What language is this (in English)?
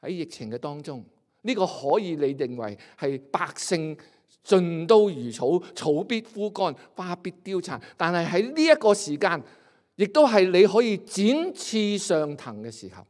Cantonese